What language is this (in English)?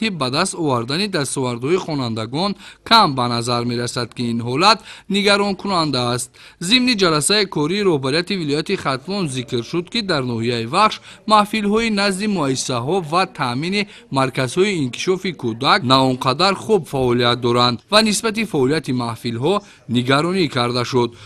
Tajik